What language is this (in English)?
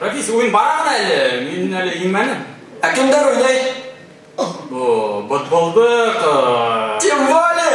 Bashkir